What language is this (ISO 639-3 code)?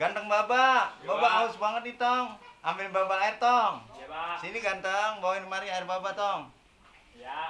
bew